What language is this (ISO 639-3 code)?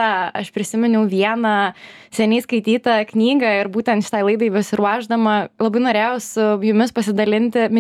lit